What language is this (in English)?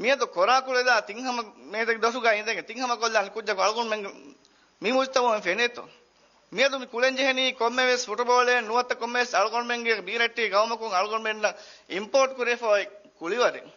Divehi